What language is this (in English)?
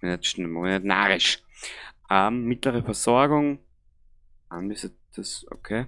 Bavarian